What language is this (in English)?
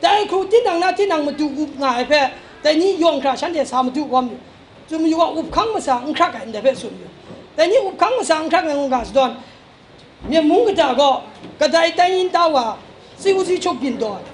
Kachin